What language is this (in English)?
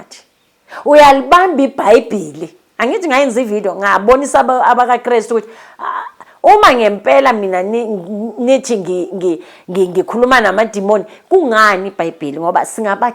Zulu